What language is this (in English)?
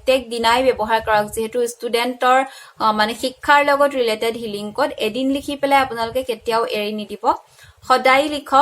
Assamese